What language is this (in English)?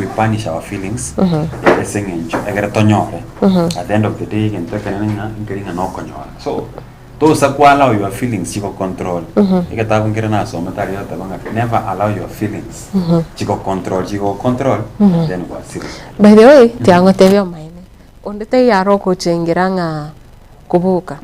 Gusii